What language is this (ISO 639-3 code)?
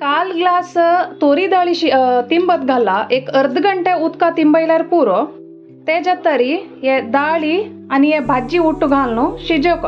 kok